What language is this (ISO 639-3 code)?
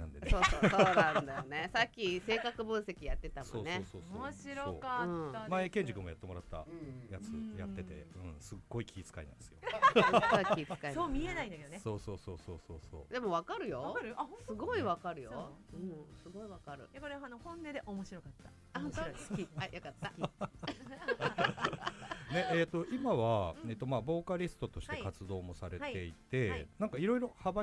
jpn